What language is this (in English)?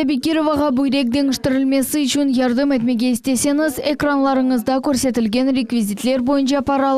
Crimean Tatar